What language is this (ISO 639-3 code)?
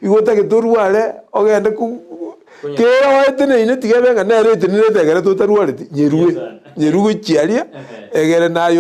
guz